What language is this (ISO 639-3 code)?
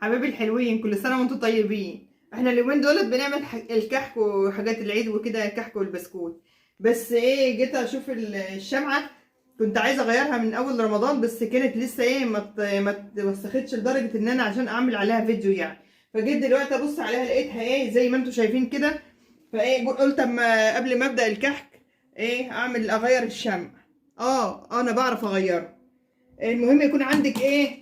arz